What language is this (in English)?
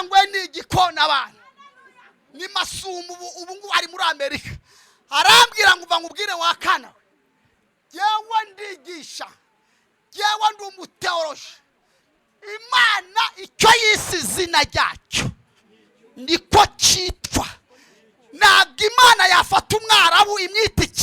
Kinyarwanda